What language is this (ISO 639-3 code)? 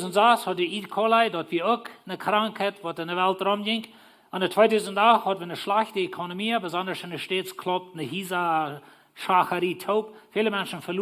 pdt